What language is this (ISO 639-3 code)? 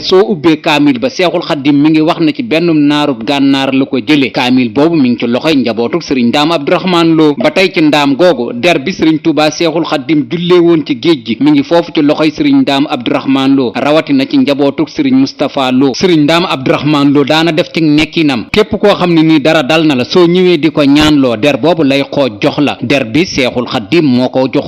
wol